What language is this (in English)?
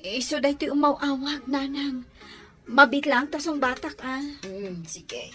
Iloko